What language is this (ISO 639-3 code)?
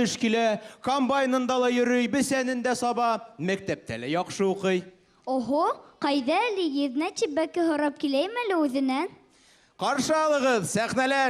bak